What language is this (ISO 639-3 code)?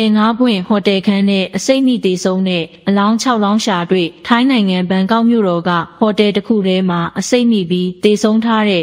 mya